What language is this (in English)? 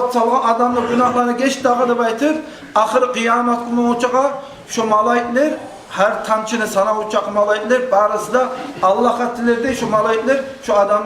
Kumyk